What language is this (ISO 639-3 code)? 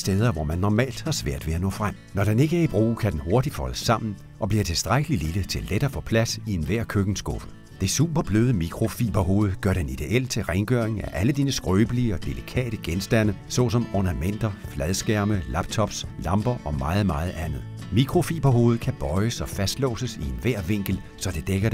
dan